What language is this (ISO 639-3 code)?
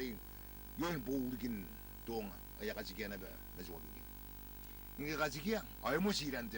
gil